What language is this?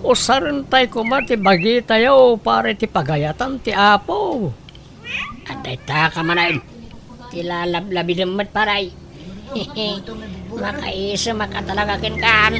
Iloko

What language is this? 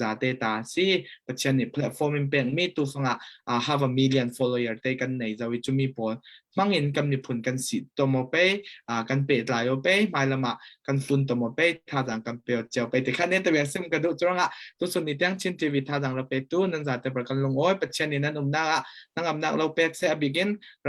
Falam Chin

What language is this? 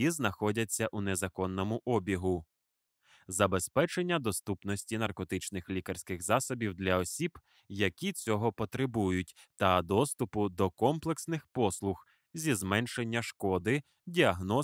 Ukrainian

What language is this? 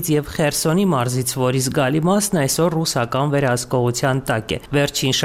Armenian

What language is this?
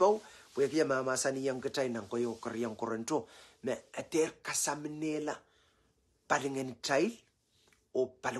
Pohnpeian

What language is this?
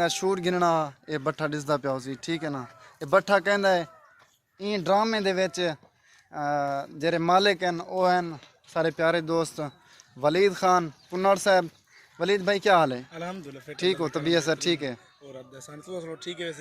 Saraiki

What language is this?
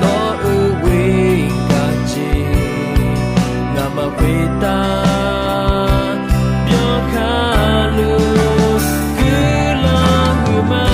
Akha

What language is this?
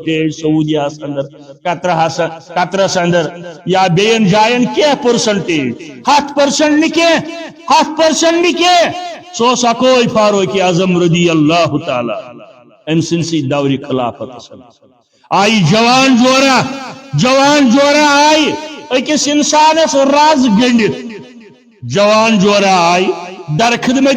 Kashmiri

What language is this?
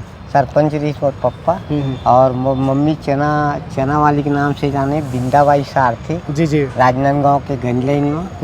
Chhattisgarhi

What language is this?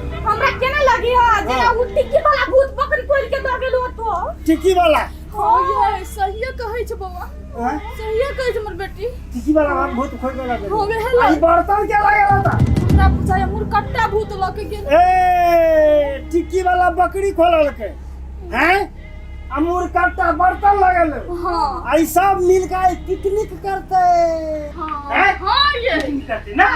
Maithili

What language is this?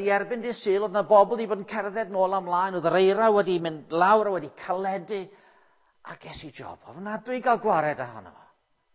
Welsh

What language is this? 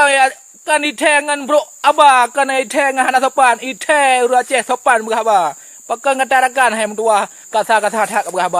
Achinese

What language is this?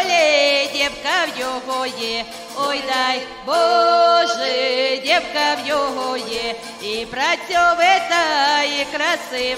Ukrainian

